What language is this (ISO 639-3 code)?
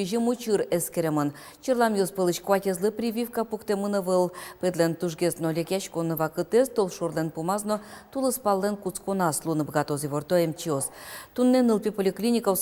udm